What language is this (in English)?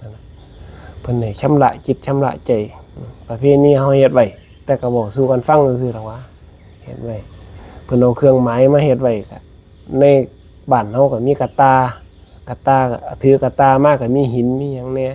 Northeastern Thai